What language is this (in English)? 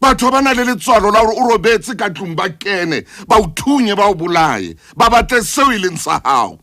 Southern Sotho